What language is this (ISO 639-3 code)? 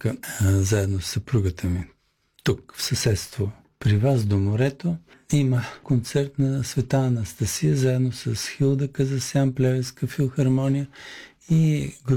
bul